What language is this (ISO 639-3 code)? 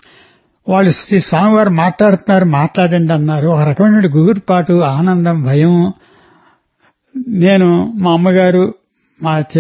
tel